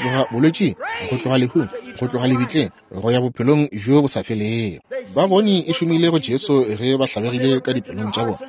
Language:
Northern Sotho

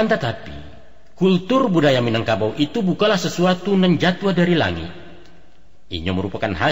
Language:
Minangkabau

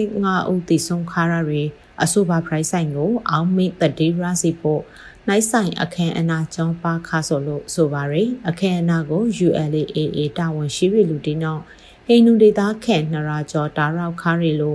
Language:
Burmese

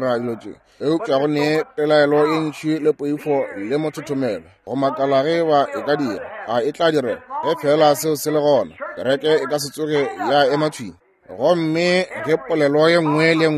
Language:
Northern Sotho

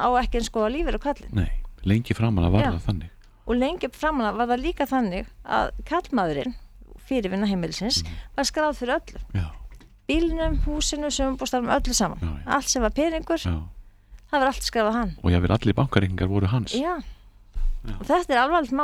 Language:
Icelandic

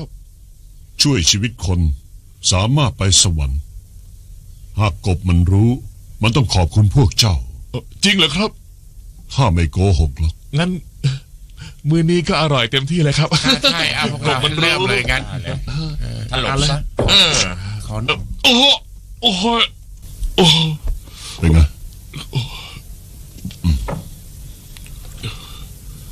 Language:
Thai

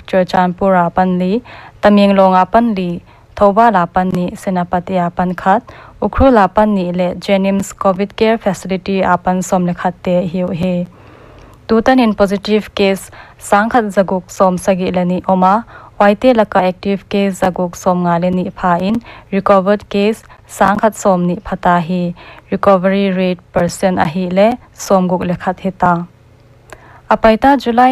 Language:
Paite Chin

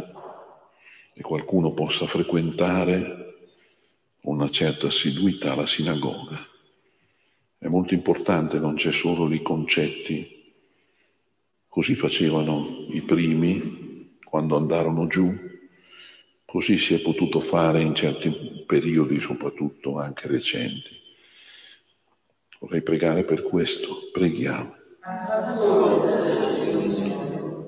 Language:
Italian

